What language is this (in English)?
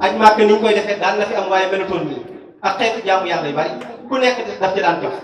Wolof